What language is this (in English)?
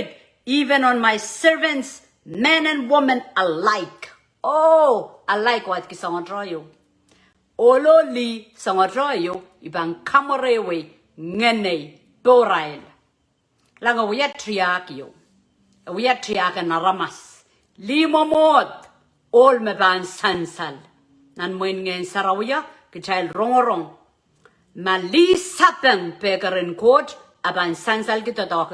Pohnpeian